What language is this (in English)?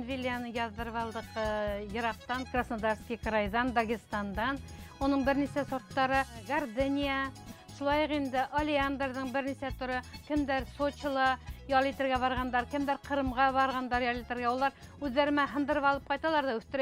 Bashkir